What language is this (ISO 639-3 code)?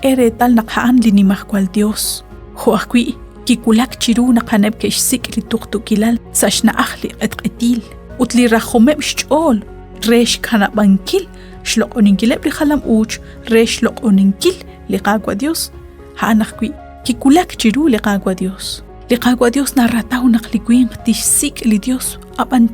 kek